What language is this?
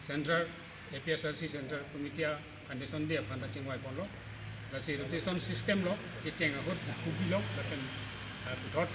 Karbi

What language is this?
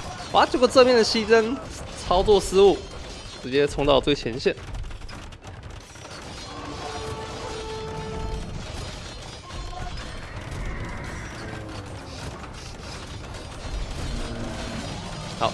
Chinese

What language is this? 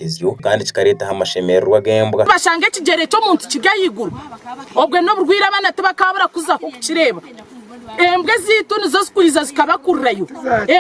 Nyankole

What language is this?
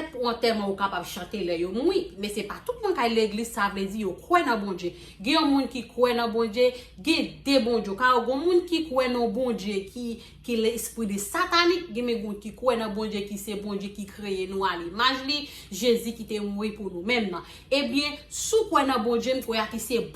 Haitian Creole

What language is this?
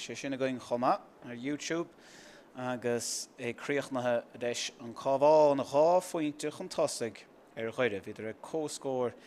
Irish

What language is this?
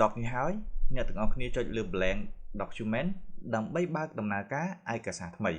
Khmer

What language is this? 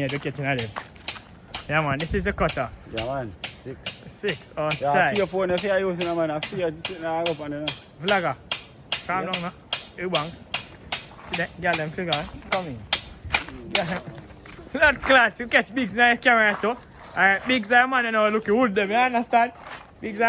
Jamaican Creole English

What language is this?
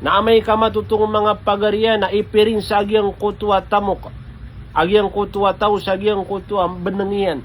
Maranao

